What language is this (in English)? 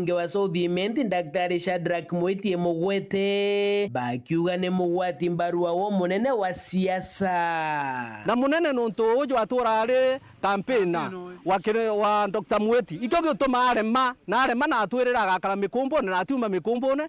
Meru